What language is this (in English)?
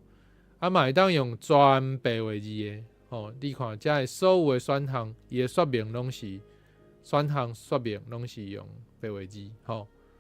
Min Nan Chinese